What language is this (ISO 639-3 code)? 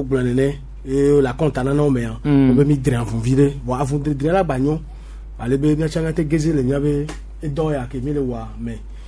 gej